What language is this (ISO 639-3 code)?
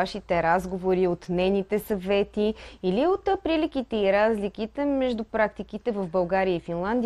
bul